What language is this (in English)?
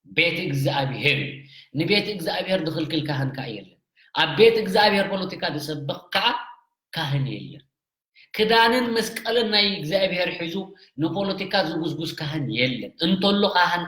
Tigrinya